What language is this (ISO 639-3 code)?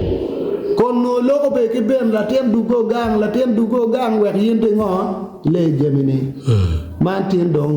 ach